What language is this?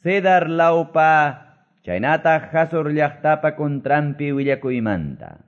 Quechua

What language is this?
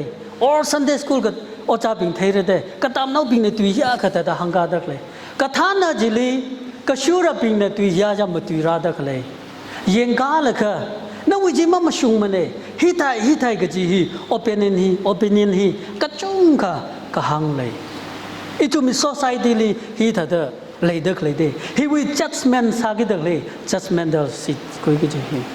Tangkhul Naga (India)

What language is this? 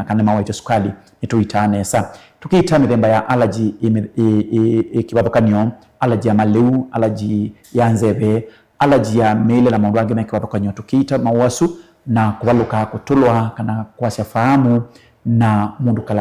Kamba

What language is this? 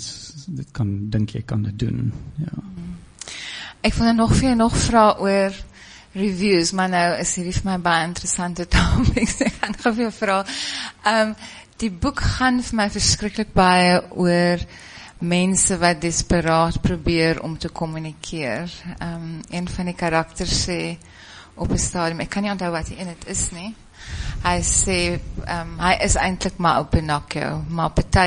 Afrikaans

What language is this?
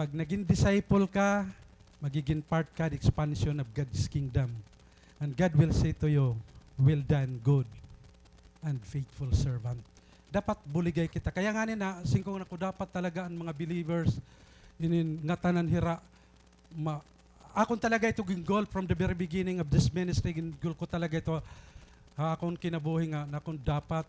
Waray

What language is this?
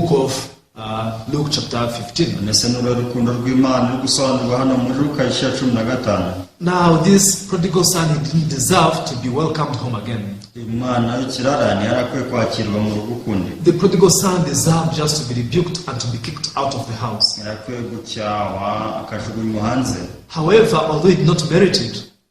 Kinyarwanda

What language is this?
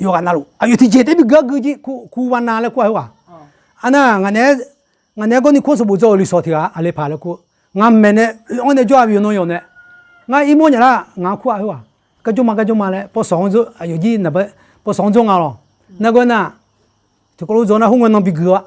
Akha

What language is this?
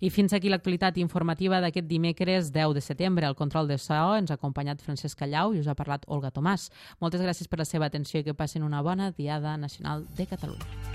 Catalan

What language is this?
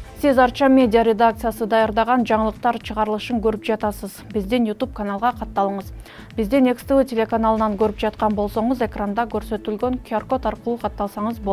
Kyrgyz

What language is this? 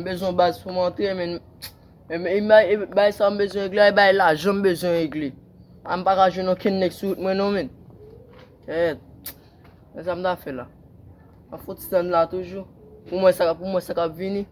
Haitian Creole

